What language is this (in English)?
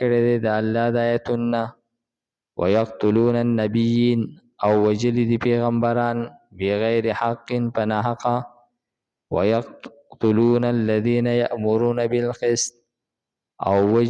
Pashto